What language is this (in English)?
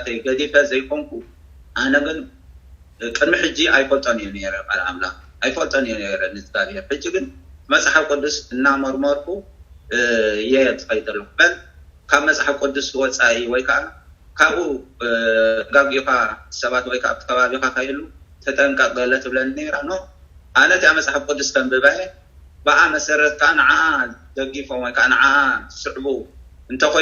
Tigrinya